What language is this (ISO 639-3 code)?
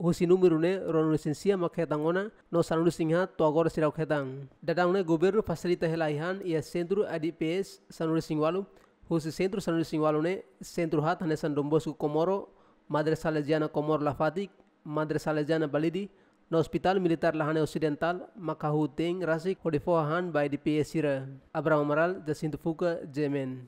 tet